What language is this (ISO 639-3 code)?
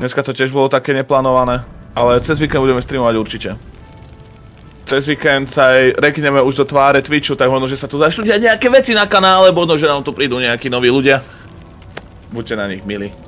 slk